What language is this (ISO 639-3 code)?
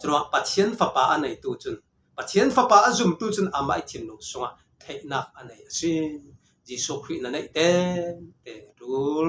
cfm